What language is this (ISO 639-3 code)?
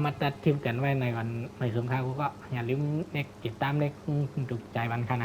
shn